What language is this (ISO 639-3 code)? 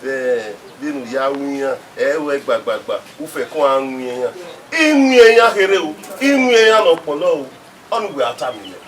bin